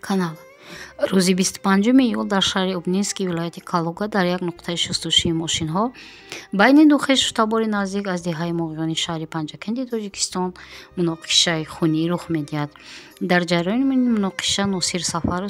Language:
Tajik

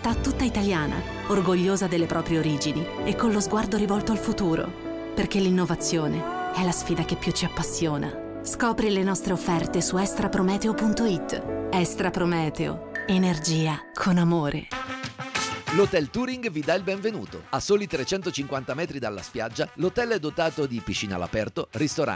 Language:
Italian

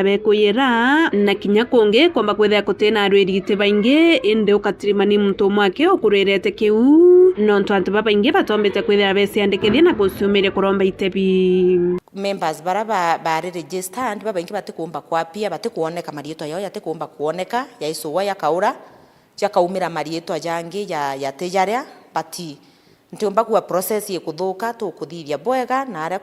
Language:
Meru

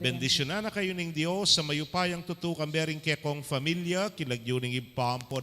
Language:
Pampanga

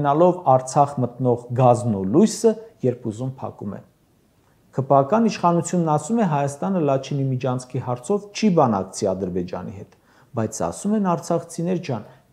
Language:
Armenian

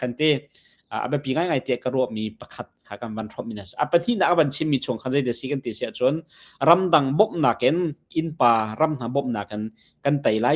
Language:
Hakha Chin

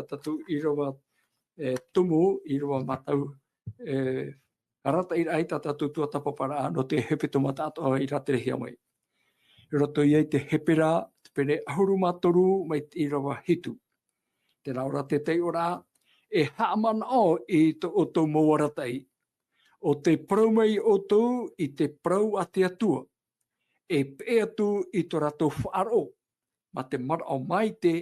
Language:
Tahitian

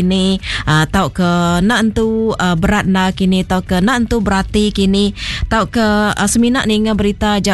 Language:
Iban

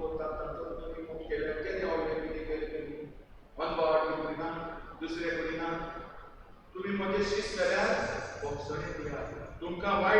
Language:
Konkani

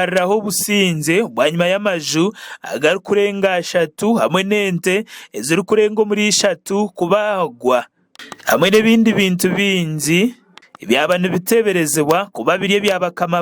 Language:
Nyankole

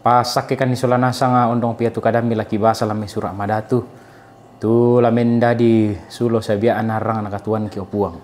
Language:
Toraja-Sa'dan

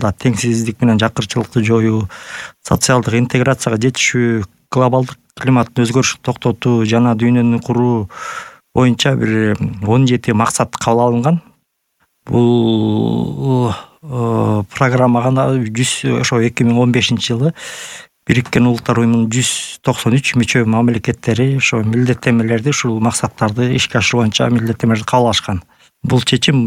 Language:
Kyrgyz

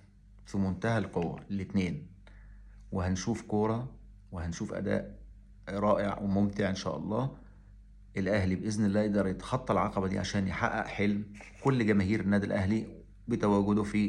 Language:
Egyptian Arabic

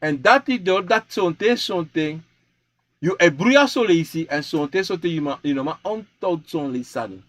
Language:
Sranan Tongo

